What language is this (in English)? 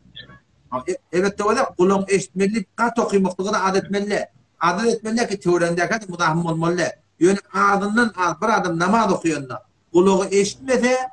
Turkmen